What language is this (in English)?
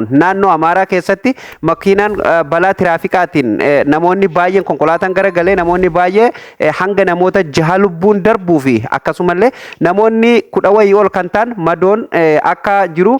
Oromo